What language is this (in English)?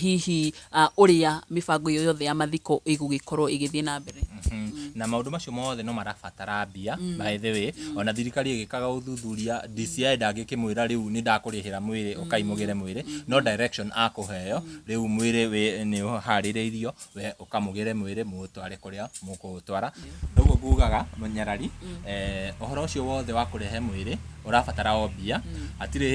Kikuyu